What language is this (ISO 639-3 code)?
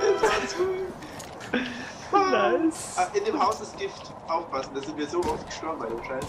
bar